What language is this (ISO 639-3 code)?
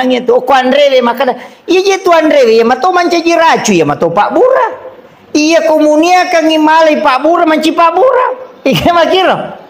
bug